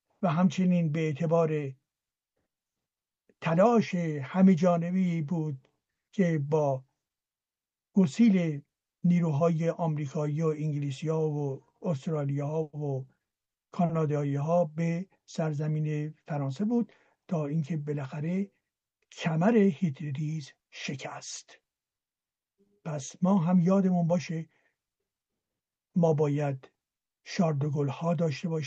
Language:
Persian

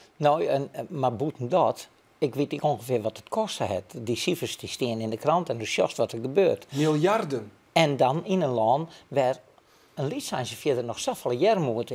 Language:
Western Frisian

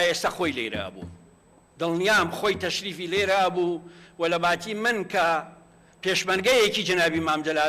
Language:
Central Kurdish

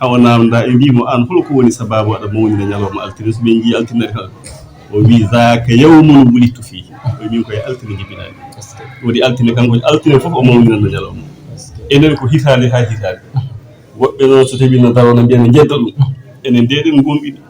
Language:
Fula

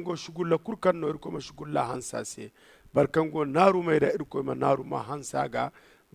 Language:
Zarma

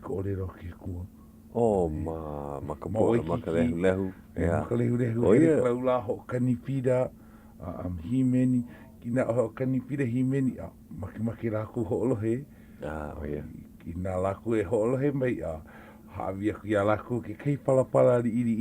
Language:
Hawaiian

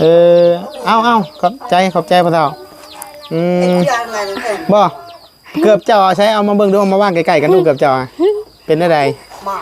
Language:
Northeastern Thai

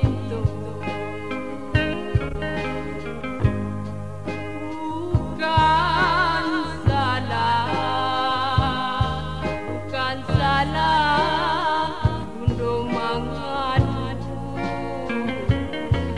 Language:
Minangkabau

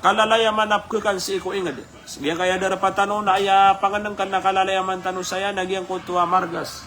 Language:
Maranao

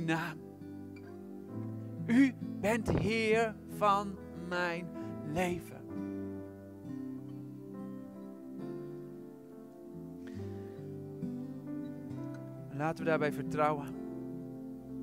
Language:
Dutch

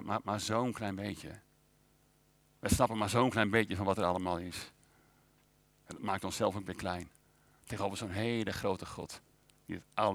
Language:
Dutch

